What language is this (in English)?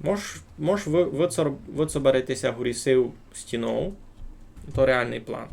Rusyn